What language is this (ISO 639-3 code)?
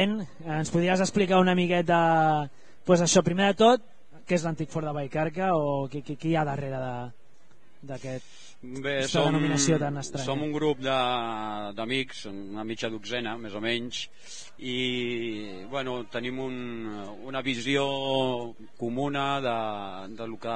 cat